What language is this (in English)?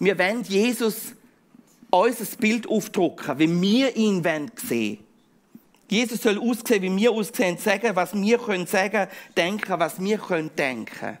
Swiss German